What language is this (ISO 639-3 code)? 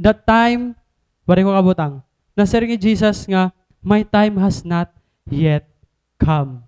war